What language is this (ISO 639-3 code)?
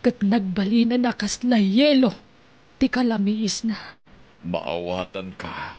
ilo